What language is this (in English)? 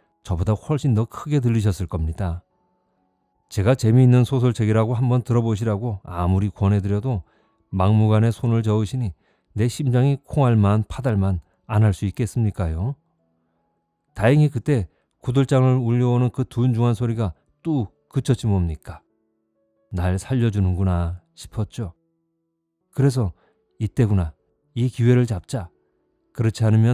Korean